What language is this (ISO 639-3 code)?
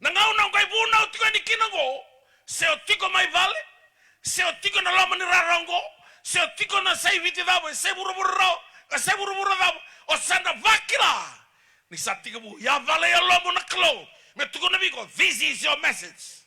fij